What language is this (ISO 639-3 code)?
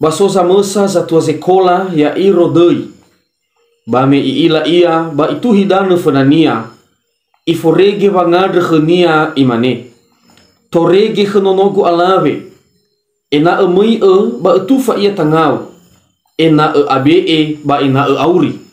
nia